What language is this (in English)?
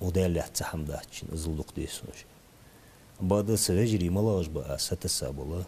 Ingush